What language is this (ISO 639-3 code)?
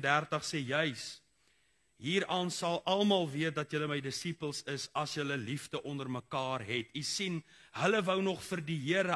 afr